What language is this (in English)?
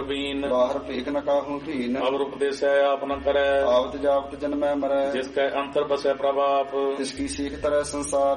Punjabi